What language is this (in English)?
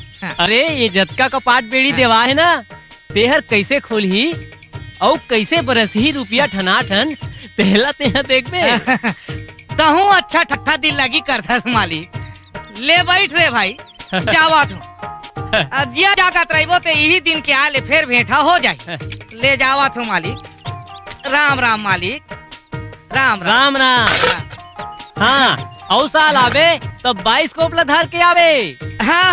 Chhattisgarhi